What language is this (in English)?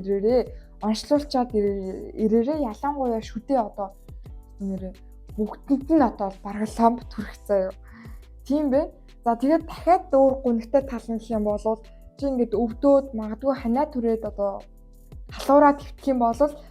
Mongolian